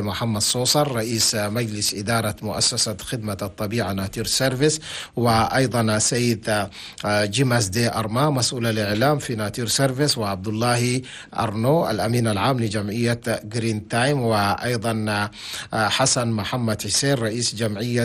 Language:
Chadian Arabic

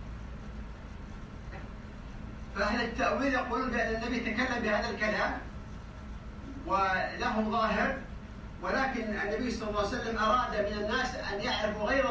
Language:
Arabic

